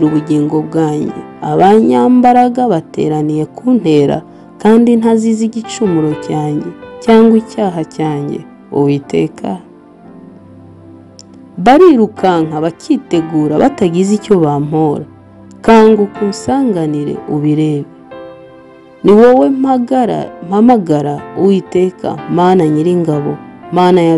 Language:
Kinyarwanda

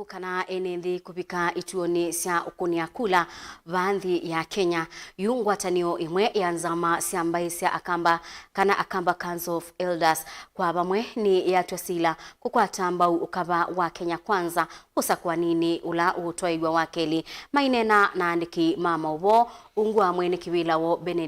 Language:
Kamba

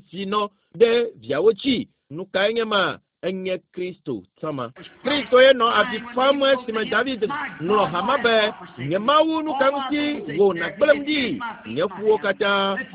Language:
Ewe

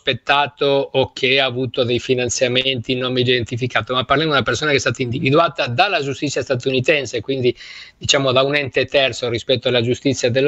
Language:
Italian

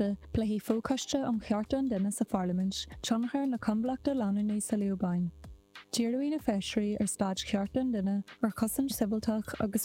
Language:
Irish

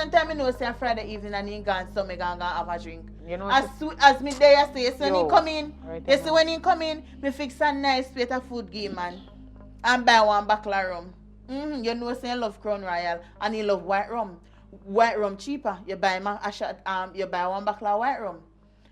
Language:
Jamaican Creole English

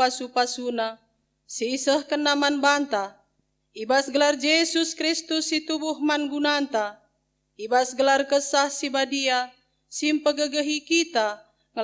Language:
Batak Karo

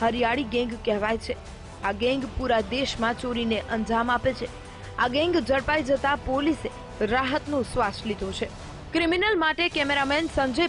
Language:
Gujarati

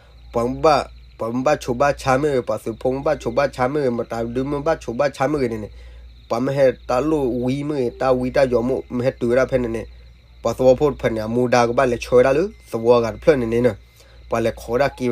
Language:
S'gaw Karen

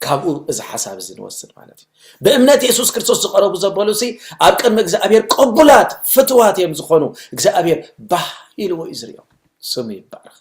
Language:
Tigrinya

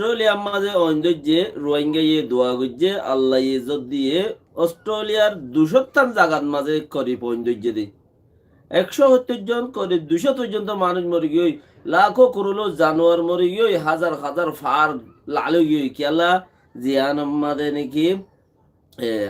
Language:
Rohingya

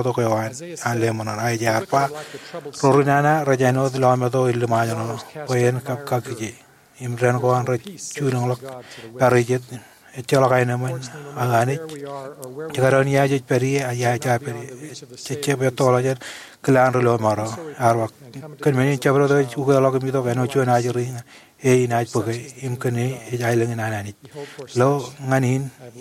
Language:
Marshallese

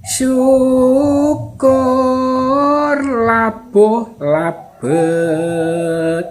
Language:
Javanese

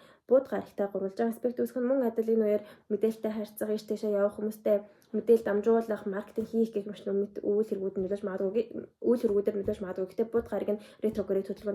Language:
Mongolian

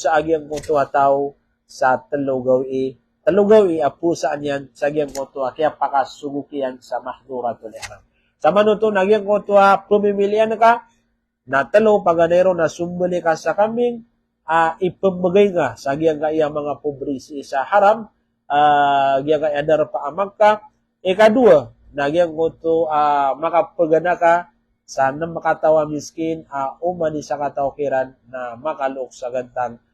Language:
Maranao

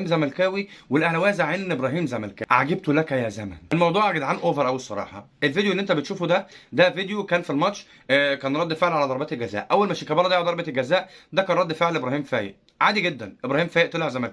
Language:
Egyptian Arabic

